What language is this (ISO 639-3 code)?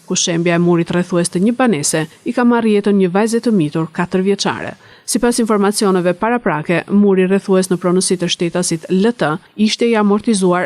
sqi